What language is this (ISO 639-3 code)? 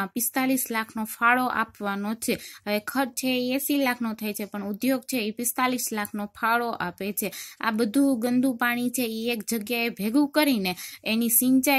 guj